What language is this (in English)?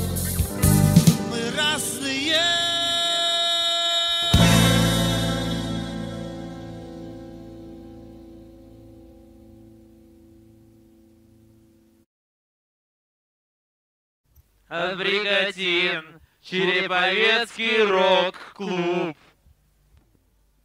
Russian